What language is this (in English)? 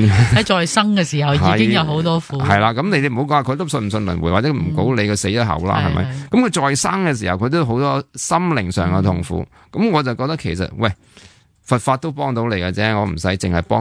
Cantonese